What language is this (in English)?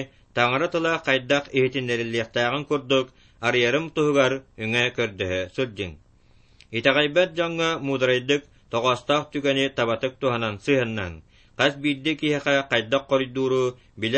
Yakut